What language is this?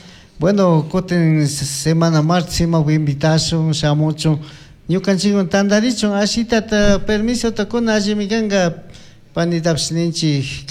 Chimborazo Highland Quichua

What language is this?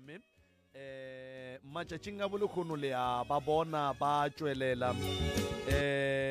Northern Sotho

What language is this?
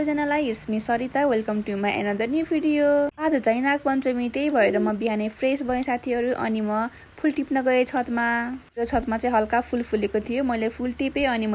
Nepali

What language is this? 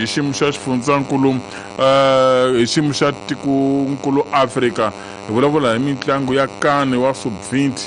Tsonga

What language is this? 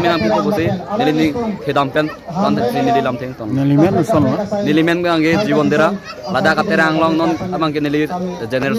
Karbi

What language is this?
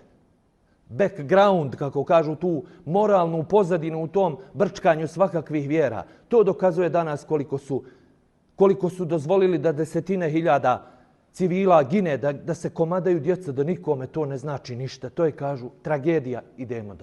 Bosnian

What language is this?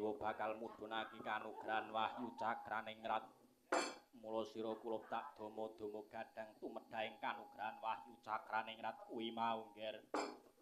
Javanese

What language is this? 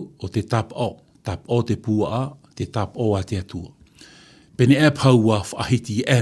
Tahitian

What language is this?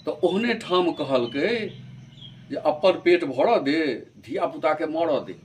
Maithili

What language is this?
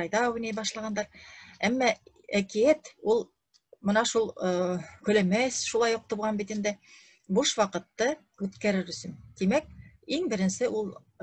Bashkir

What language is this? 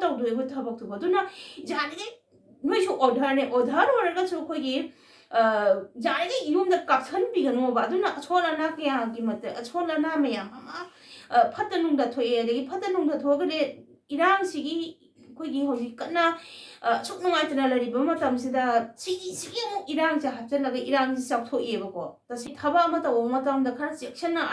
Manipuri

